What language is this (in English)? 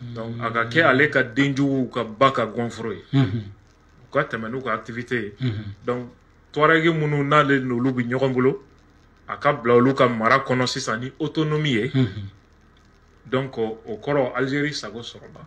Bambara